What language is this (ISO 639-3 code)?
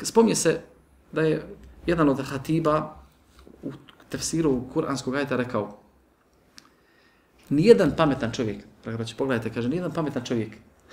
bos